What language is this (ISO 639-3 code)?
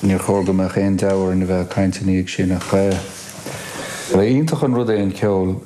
gle